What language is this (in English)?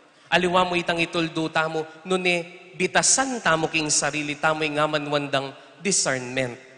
Pampanga